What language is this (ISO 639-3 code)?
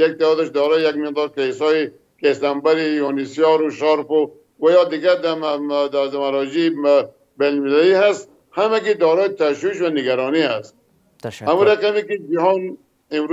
fas